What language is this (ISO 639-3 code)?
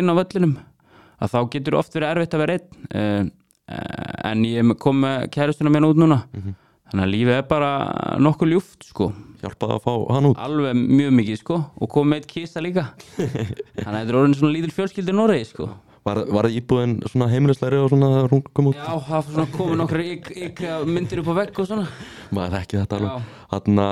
isl